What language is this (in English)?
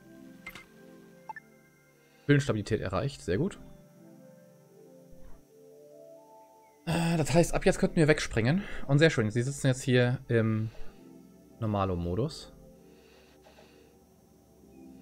German